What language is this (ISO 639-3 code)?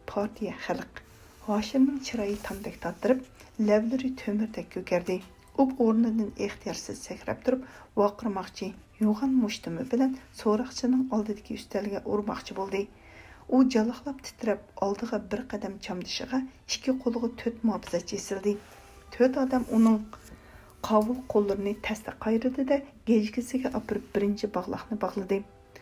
uig